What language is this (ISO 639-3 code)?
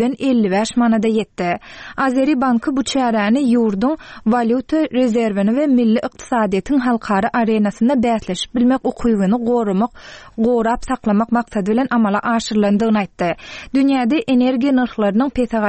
tuk